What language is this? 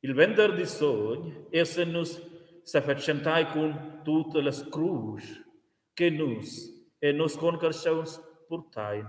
Romansh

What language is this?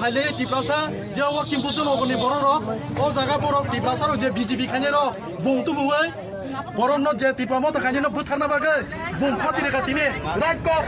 Kok Borok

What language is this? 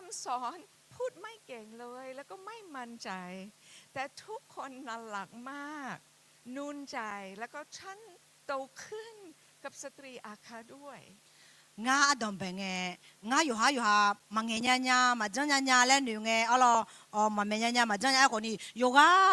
Akha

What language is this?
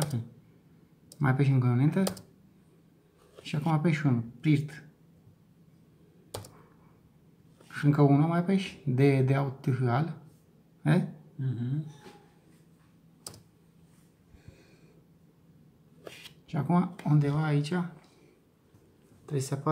Romanian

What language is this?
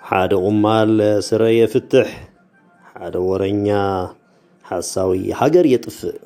Tigrinya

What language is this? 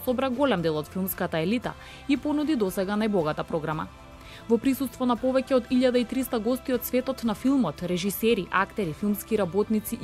Macedonian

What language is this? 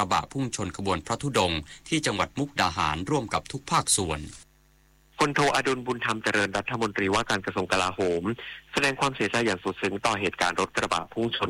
Thai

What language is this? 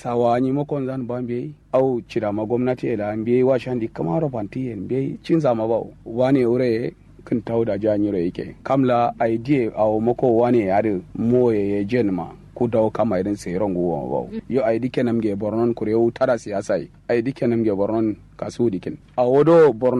Kanuri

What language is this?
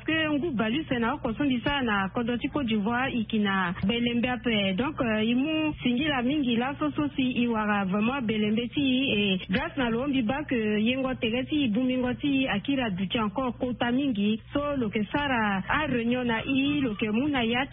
Sango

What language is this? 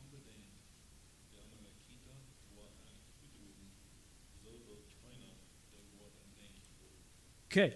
Plautdietsch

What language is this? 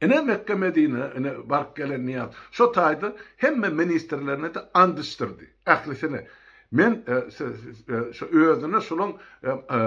Turkmen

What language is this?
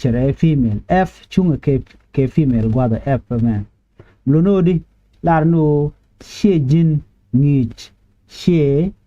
Nuer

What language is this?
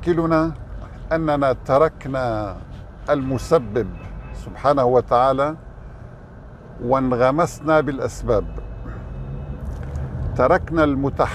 Arabic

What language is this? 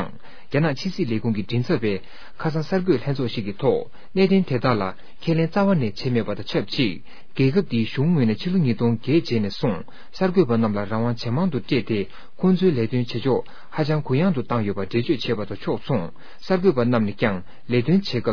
Tibetan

